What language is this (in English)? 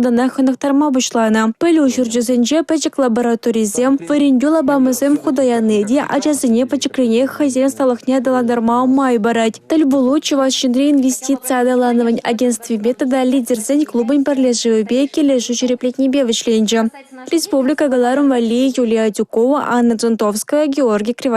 Chuvash